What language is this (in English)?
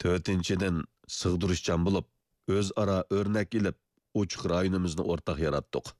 Uyghur